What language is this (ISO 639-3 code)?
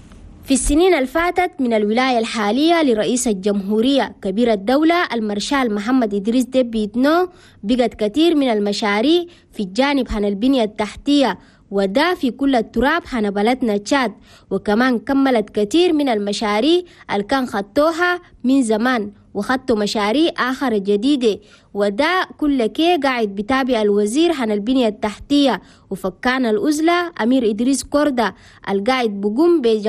shu